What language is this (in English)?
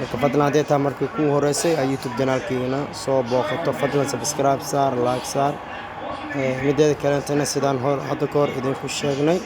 Somali